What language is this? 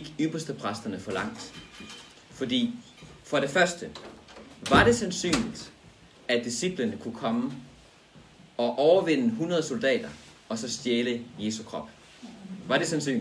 Danish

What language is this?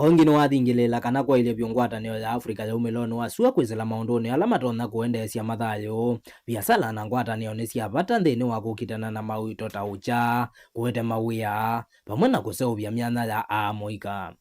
Kamba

